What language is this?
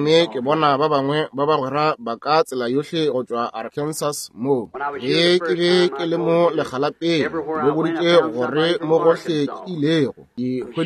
Northern Sotho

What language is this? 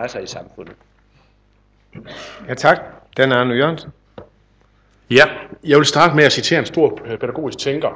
Danish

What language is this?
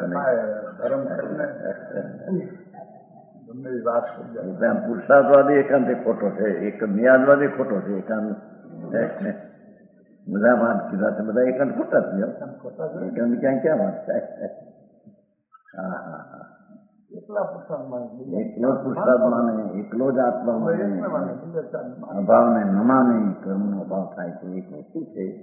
Gujarati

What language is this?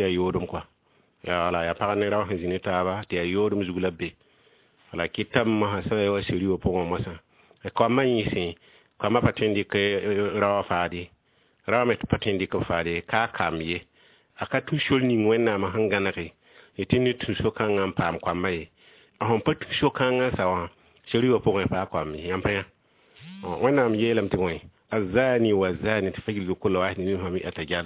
Mossi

